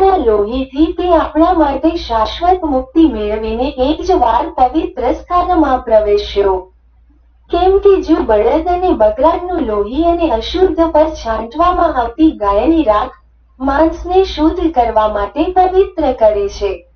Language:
Gujarati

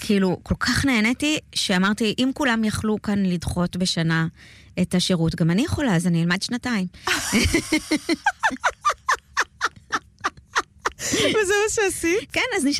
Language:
Hebrew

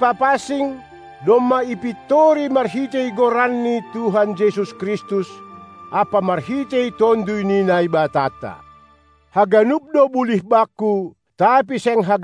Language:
Batak Simalungun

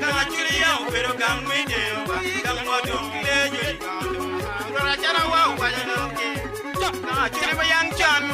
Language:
Acoli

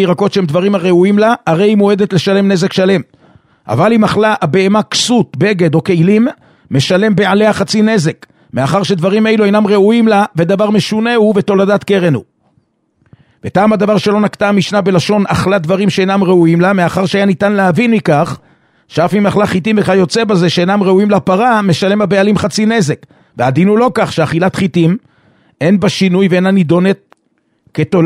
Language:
Hebrew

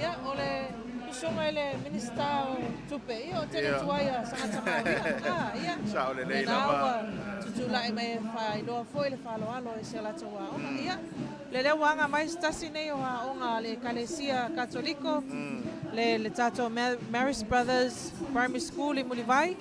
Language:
Samoan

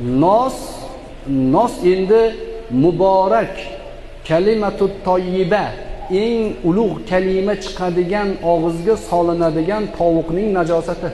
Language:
Uzbek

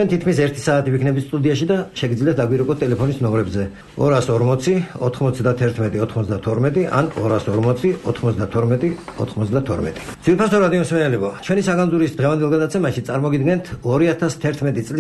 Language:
Georgian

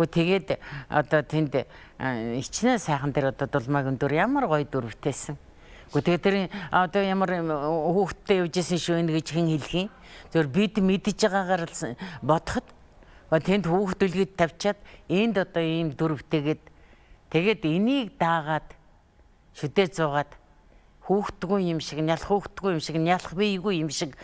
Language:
Mongolian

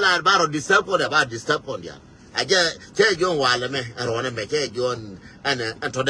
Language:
Nuer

